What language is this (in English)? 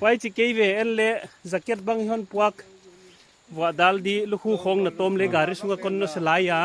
Paite Chin